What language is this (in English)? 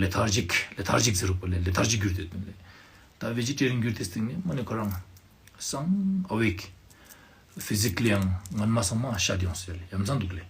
Ladakhi